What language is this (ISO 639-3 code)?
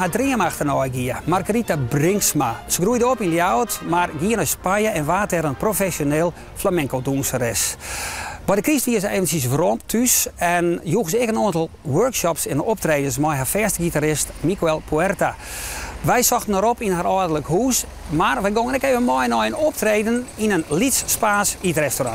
fry